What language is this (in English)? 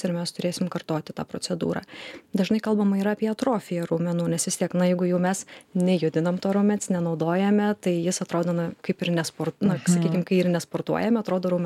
Lithuanian